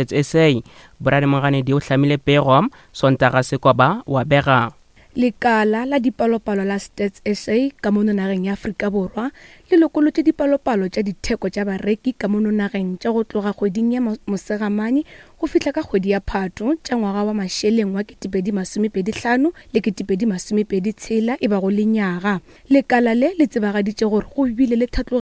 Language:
Northern Sotho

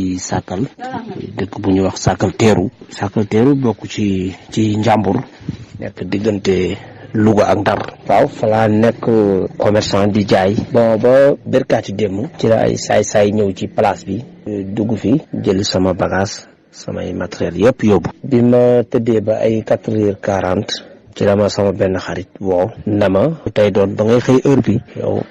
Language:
Wolof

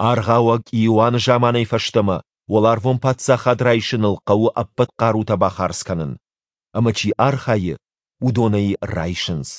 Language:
Ossetic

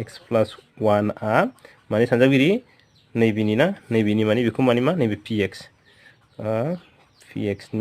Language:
Bodo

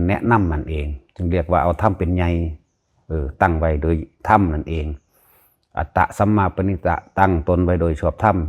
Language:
Lao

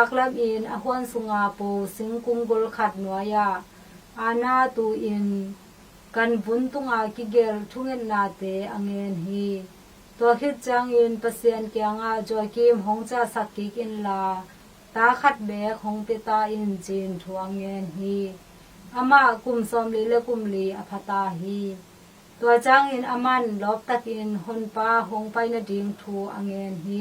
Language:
Tedim Chin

